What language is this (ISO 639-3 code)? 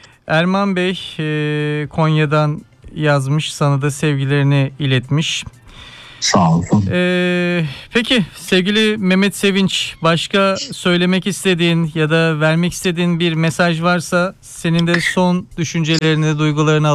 tur